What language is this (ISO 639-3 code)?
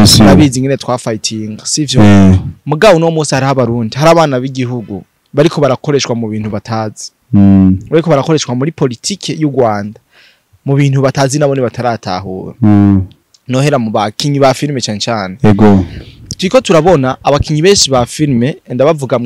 run